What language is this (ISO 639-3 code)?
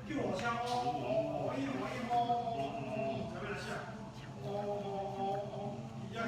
nan